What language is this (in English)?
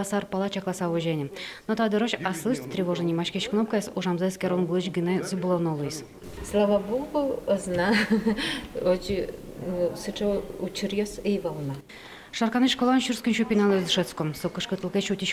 Udmurt